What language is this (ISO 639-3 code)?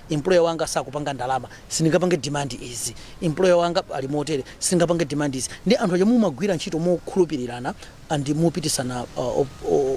nya